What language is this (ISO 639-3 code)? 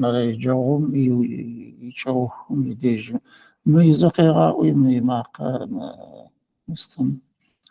ady